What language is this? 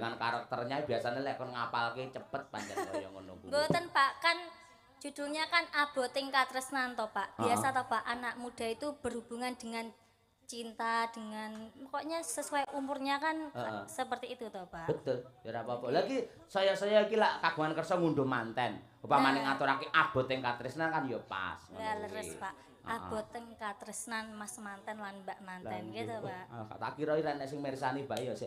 Javanese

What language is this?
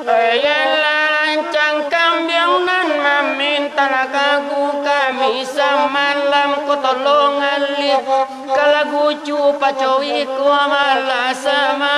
Minangkabau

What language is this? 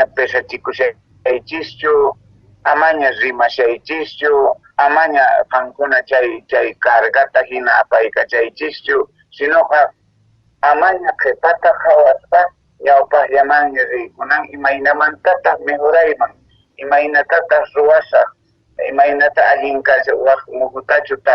Quechua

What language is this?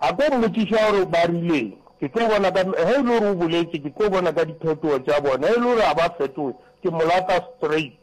Northern Sotho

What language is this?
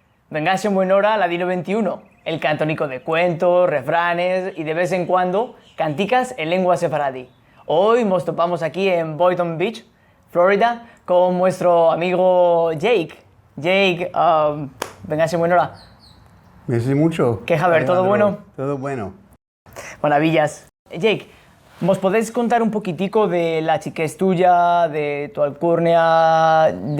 Ladino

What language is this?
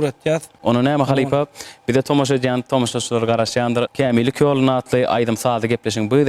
Turkmen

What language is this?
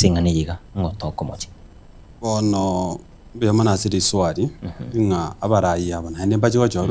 Gusii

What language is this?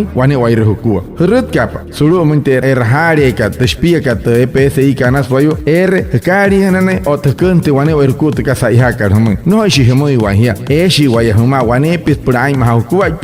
Wayuu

